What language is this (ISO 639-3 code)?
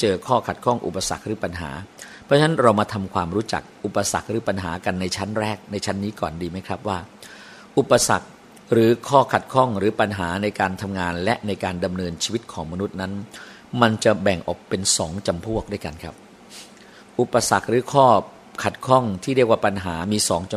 tha